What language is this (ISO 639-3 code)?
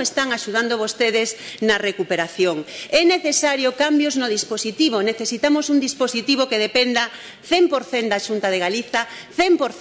glg